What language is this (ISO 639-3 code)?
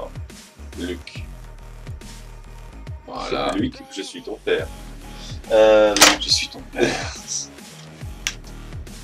fra